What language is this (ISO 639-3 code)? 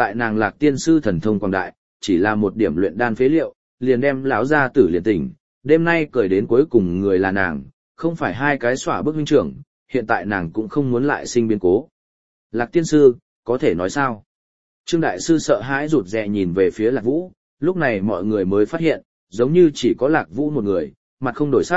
vie